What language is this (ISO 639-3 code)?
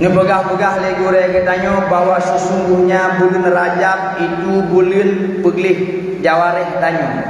ace